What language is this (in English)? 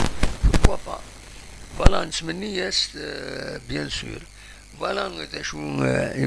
Kabyle